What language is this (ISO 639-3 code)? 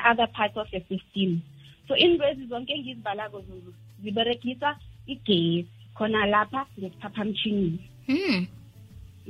nbl